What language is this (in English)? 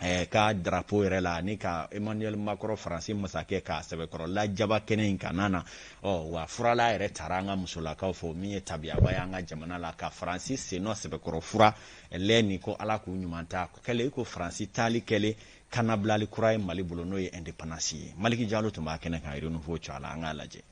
Bambara